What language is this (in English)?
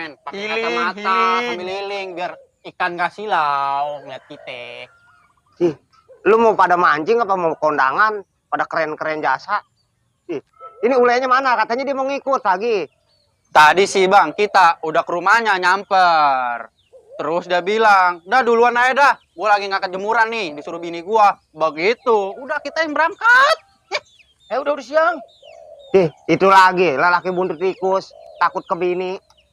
Betawi